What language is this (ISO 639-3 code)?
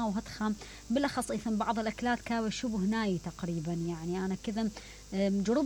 acm